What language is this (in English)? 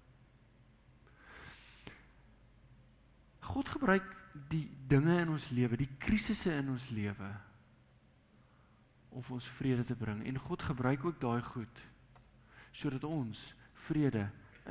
Afrikaans